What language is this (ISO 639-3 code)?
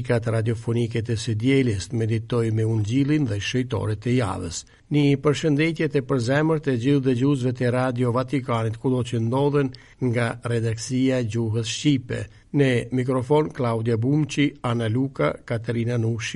sqi